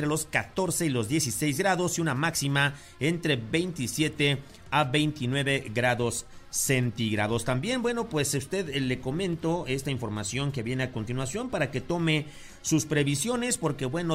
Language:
Spanish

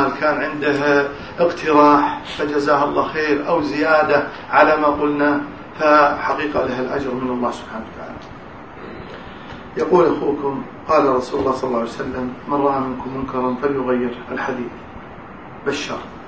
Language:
Arabic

